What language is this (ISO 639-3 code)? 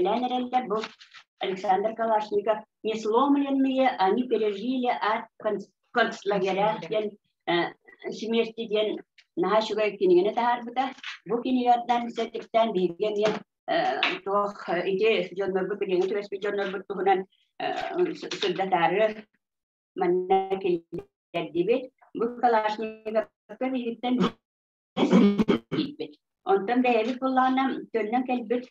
sah